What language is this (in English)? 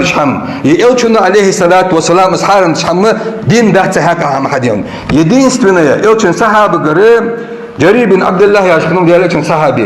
Ingush